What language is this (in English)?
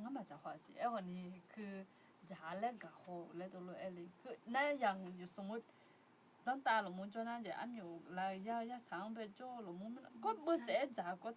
Akha